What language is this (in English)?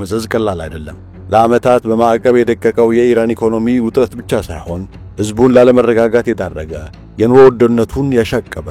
Amharic